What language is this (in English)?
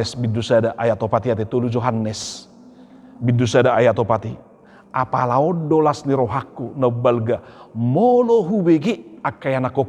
Batak Toba